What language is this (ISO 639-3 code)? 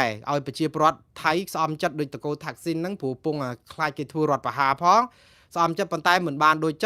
khm